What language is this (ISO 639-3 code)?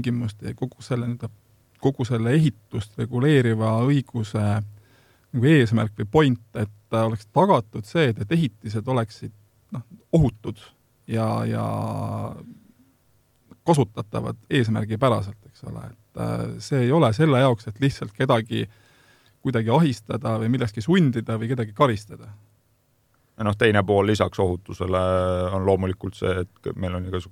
est